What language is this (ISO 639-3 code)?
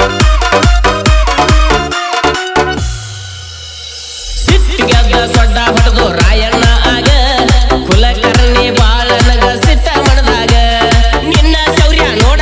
kan